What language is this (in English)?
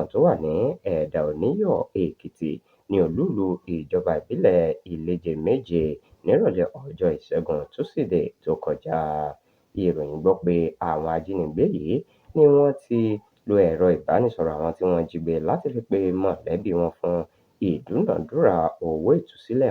Yoruba